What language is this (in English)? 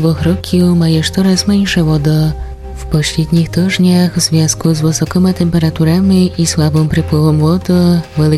Rusyn